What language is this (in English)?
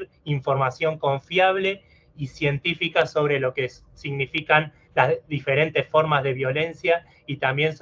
Spanish